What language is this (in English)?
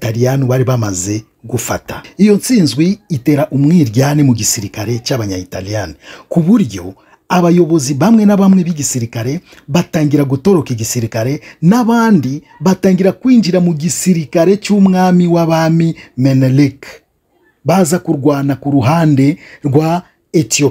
Kinyarwanda